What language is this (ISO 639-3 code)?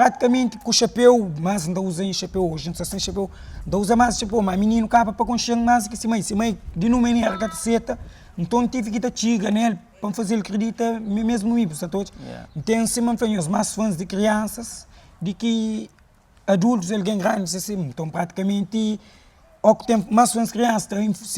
kea